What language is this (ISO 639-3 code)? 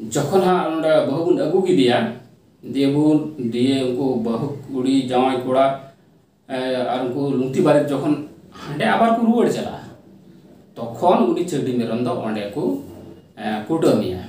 sat